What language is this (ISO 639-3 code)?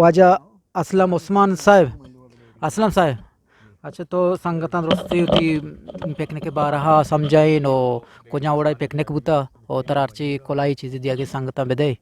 bgp